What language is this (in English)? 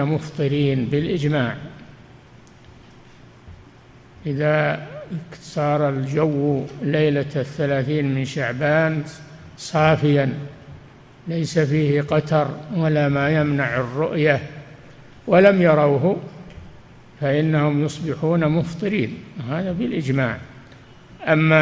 Arabic